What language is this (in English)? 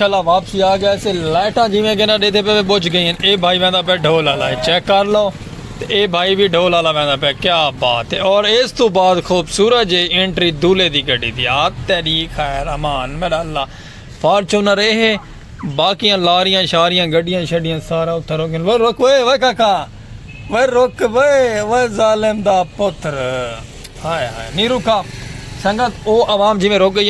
Saraiki